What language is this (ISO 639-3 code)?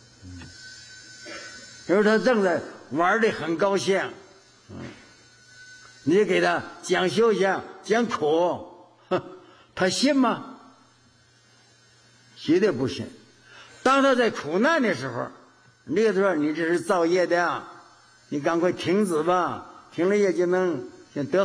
zho